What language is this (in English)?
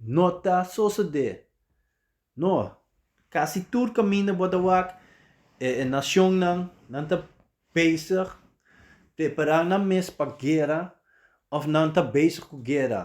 Papiamento